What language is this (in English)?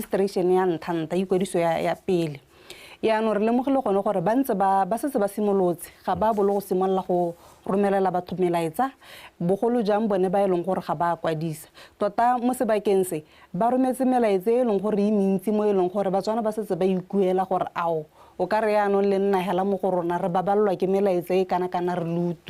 Tswana